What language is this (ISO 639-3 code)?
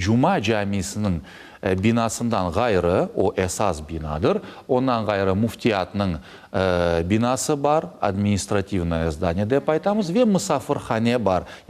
crh